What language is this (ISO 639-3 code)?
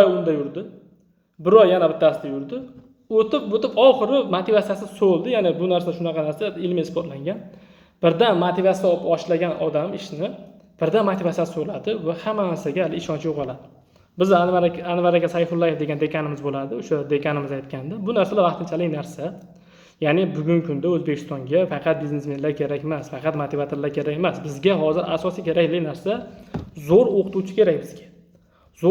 uzb